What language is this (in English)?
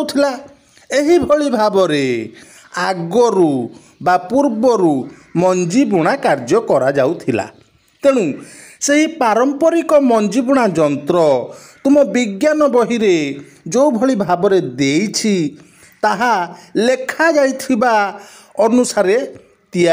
Odia